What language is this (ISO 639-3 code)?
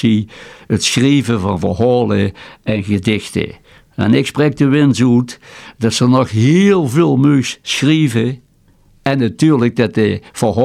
nld